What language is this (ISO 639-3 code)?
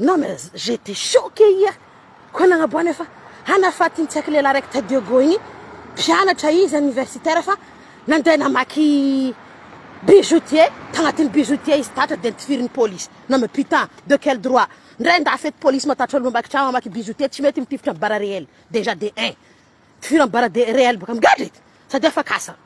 mlg